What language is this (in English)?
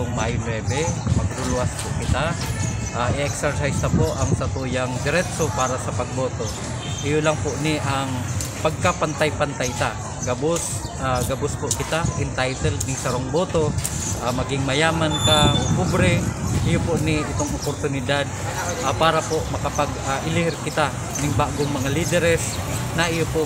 Bikol